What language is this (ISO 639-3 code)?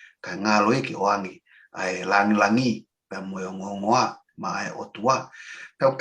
ton